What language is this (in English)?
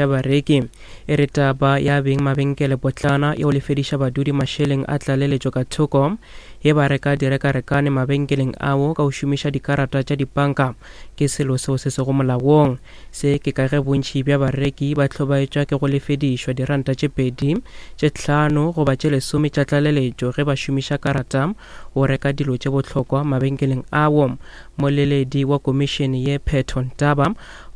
Northern Sotho